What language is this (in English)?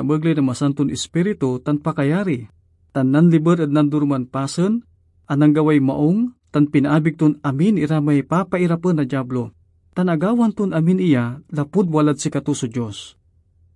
Pangasinan